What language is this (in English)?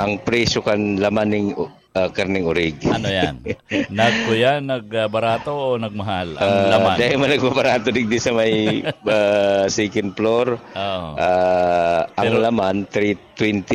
Bikol